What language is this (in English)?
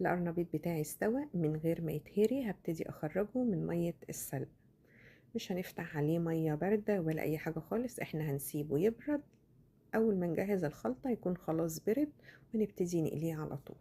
Egyptian Arabic